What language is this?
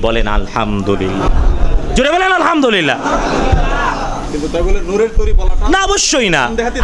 Bangla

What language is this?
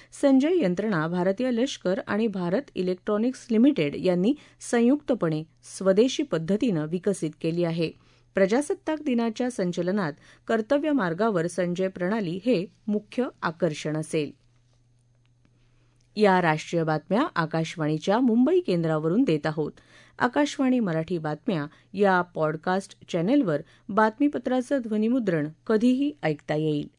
Marathi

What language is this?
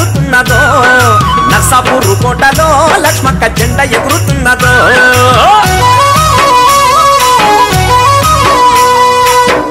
Telugu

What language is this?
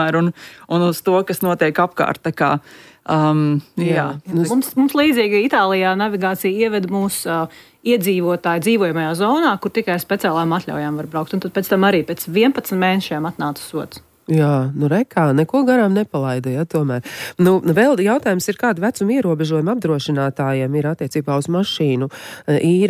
Latvian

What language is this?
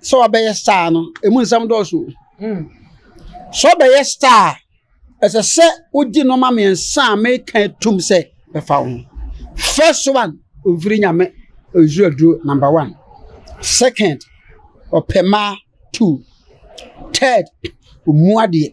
Akan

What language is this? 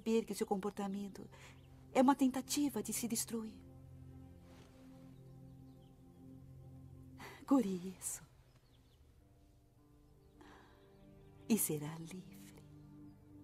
Portuguese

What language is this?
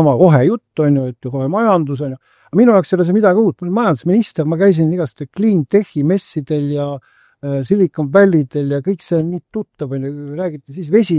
Estonian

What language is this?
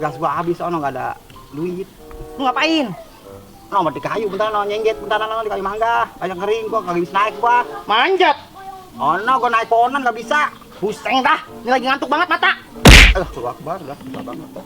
Betawi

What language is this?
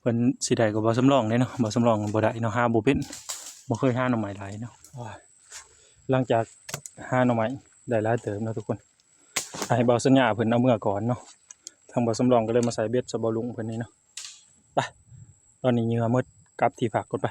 Northeastern Thai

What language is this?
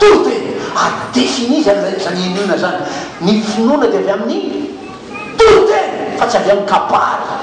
Malagasy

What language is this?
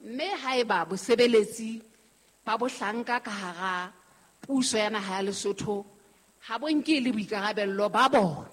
Southern Sotho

